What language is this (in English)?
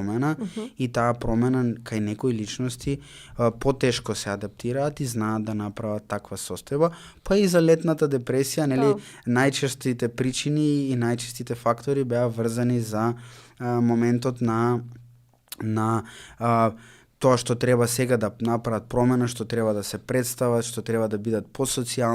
Macedonian